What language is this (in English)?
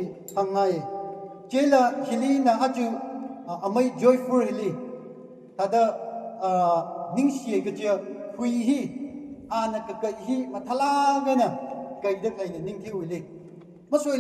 Tangkhul Naga (India)